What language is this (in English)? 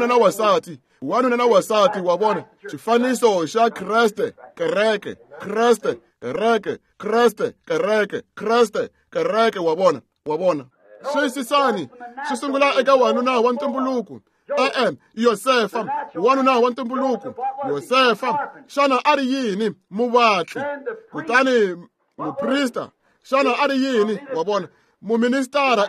Tsonga